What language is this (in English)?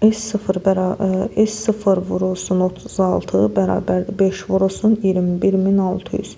Azerbaijani